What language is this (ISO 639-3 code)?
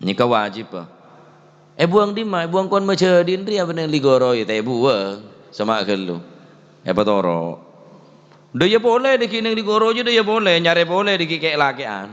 mad